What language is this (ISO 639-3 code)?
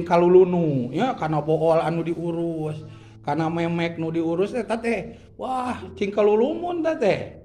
sun